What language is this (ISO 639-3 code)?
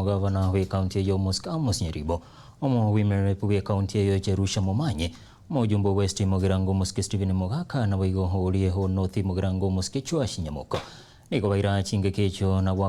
guz